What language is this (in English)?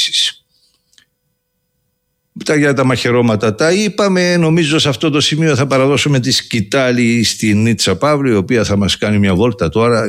Greek